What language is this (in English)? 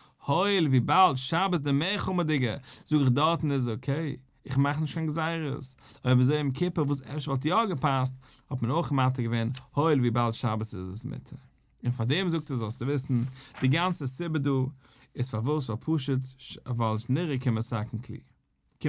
Yiddish